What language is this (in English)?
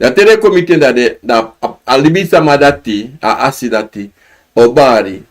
Sranan Tongo